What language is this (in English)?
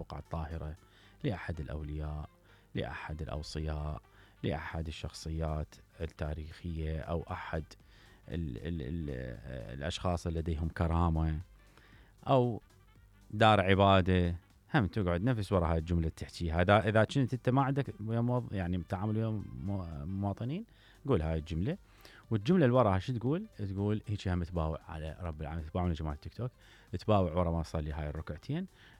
Mesopotamian Arabic